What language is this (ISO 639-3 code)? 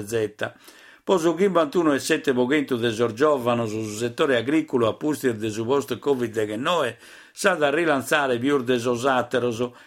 srd